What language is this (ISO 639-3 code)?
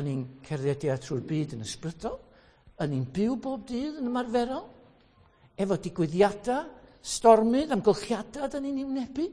cym